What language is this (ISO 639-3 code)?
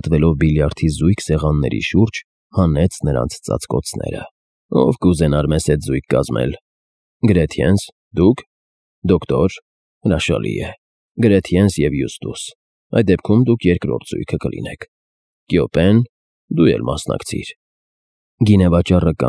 hye